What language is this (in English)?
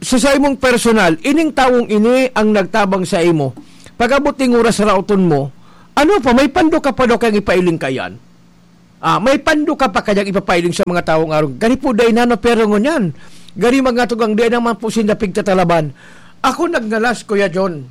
Bikol